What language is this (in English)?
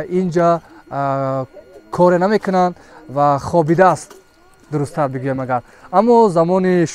Tajik